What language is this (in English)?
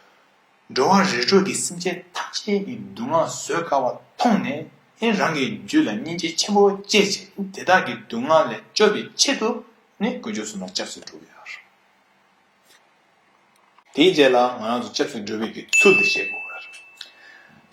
Tibetan